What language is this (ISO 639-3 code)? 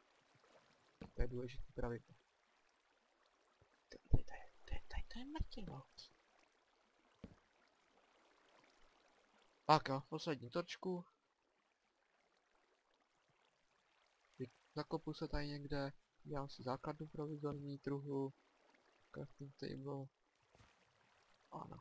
ces